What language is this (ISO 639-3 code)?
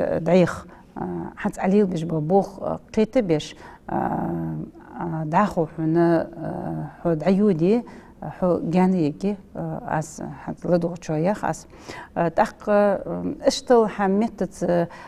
inh